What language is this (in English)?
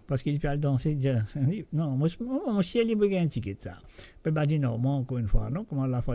Morisyen